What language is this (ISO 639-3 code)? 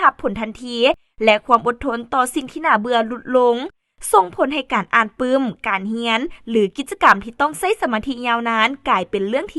lao